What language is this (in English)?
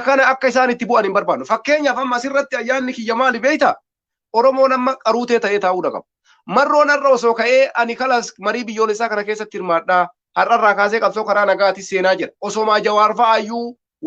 Oromo